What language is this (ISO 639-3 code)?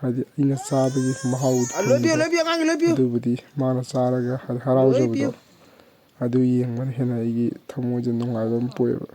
mni